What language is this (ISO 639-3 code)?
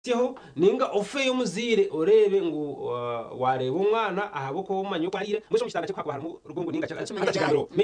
nyn